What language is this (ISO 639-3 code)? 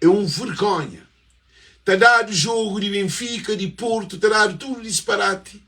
kea